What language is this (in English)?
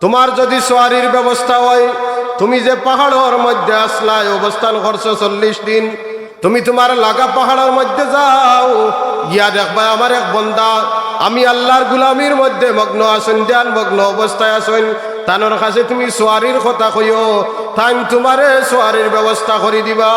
Sylheti